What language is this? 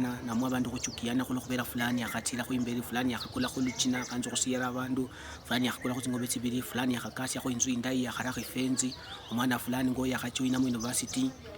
Luyia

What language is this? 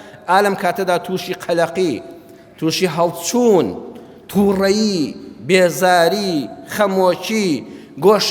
Central Kurdish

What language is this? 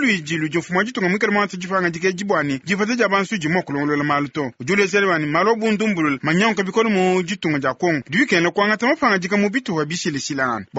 Luba-Lulua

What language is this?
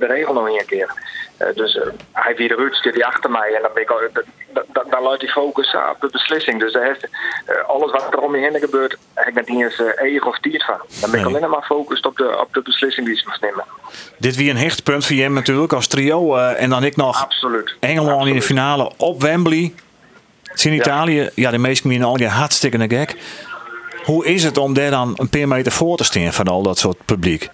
Western Frisian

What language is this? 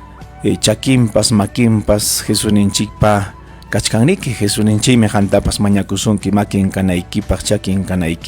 Ayacucho Quechua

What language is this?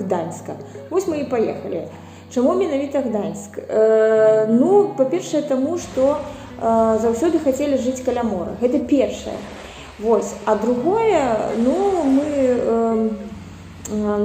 Belarusian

